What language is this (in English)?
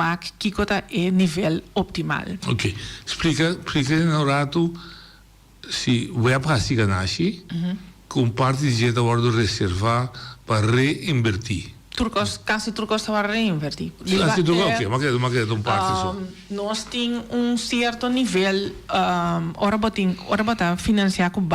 Papiamento